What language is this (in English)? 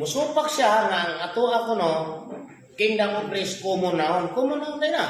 Cebuano